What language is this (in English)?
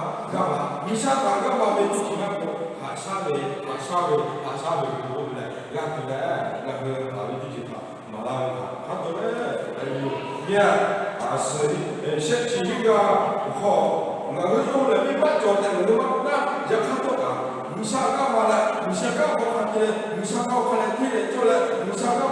Lahu